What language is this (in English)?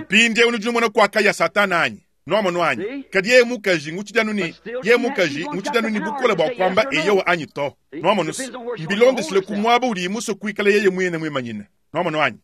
Luba-Lulua